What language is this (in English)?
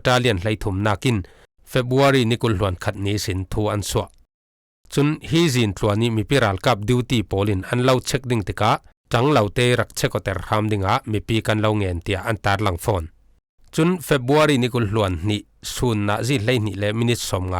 Falam Chin